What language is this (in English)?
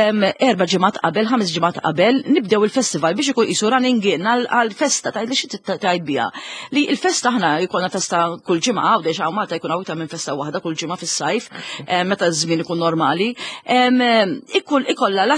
Maltese